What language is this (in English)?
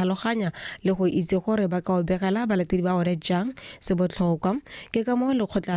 Tswana